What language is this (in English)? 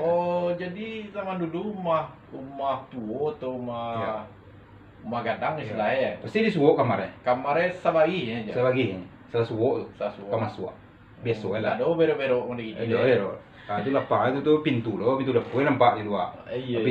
Minangkabau